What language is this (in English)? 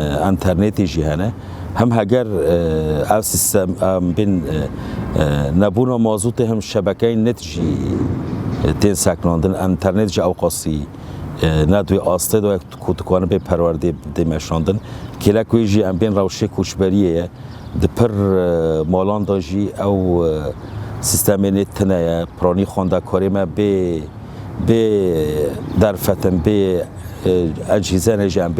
Kurdish